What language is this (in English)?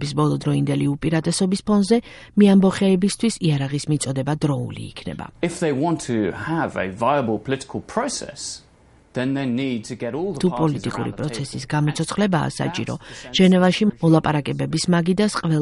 Georgian